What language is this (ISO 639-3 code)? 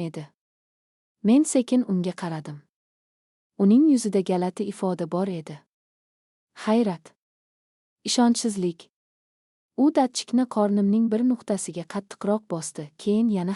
uzb